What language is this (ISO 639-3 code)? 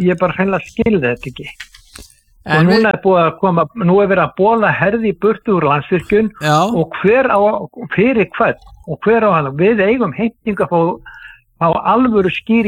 isl